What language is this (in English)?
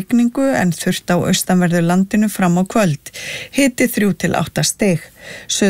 Icelandic